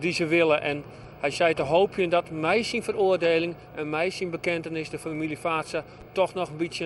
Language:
Western Frisian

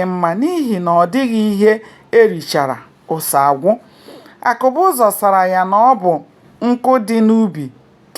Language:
Igbo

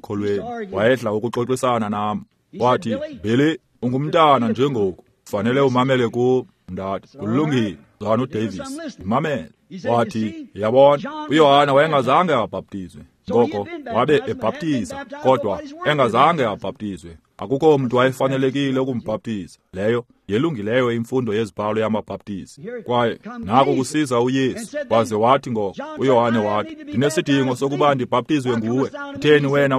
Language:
Xhosa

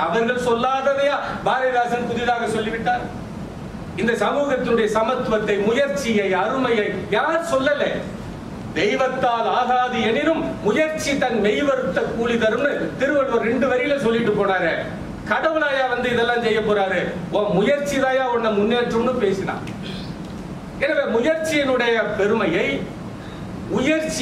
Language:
Tamil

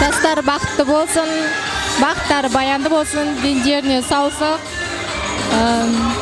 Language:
Kara-Kalpak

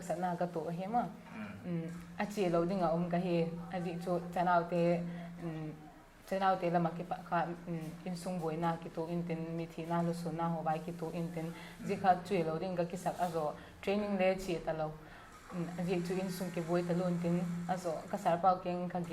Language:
Paite Chin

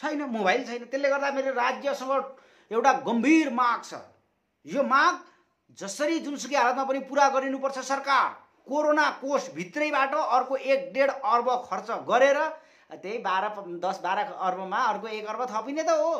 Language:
Nepali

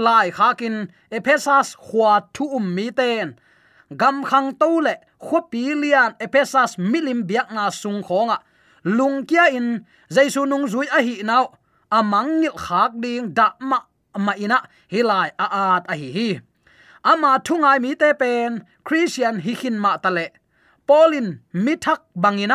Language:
Tedim Chin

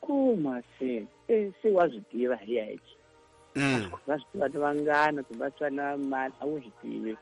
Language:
Tsonga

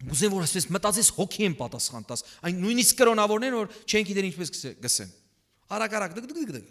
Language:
Western Armenian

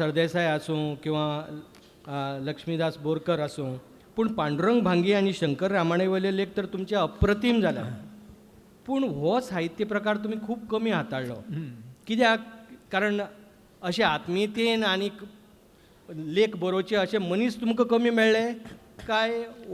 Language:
Konkani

